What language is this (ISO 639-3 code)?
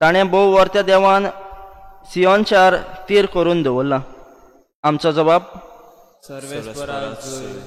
kok